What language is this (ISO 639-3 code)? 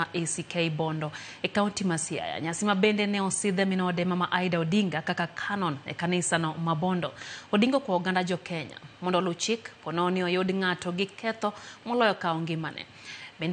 luo